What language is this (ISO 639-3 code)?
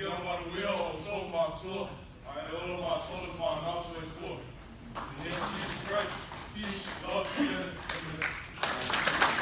smo